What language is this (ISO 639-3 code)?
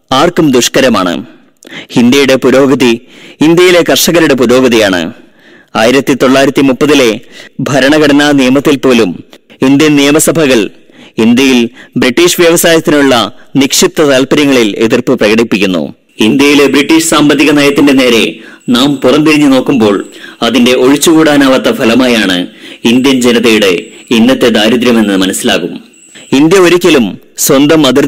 mal